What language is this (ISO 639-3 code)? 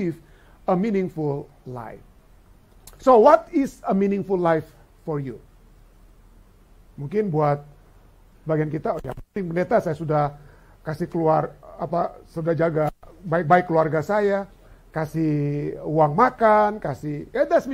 ind